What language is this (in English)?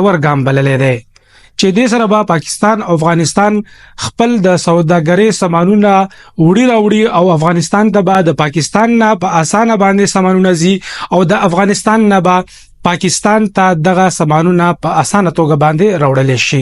Pashto